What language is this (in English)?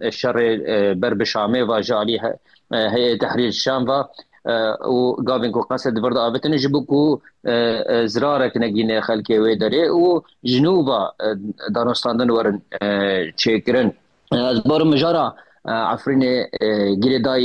Kurdish